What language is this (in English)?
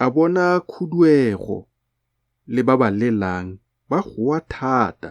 Tswana